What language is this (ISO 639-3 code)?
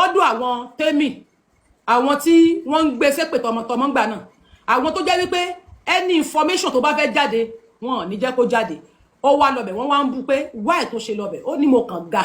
yor